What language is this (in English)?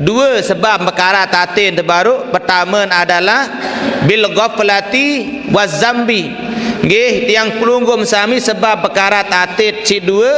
Sasak